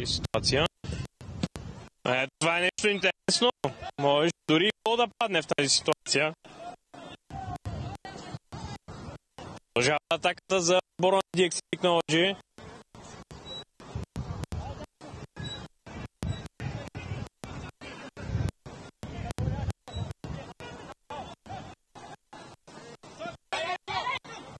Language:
Bulgarian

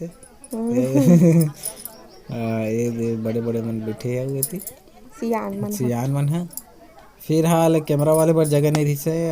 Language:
Chhattisgarhi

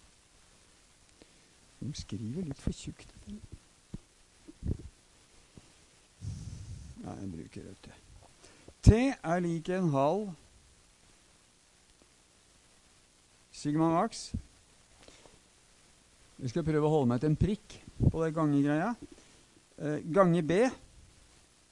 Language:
Norwegian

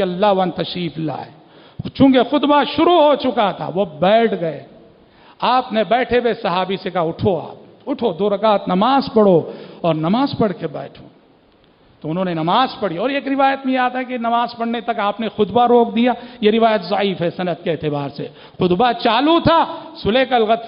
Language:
Urdu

